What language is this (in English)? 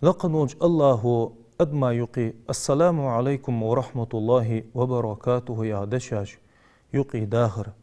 Ingush